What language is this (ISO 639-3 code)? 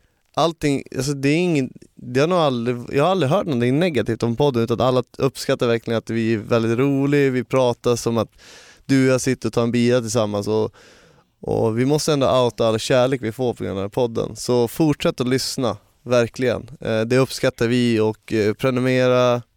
swe